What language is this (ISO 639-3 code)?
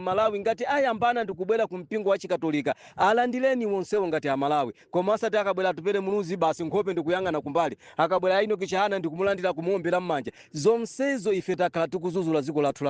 nya